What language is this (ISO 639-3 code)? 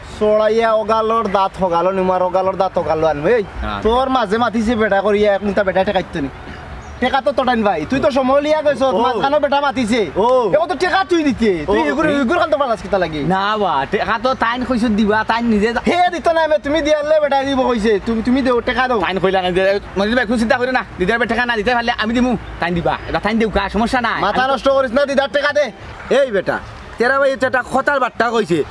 syl